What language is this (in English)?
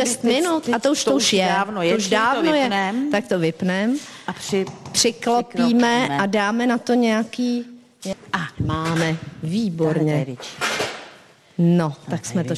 Czech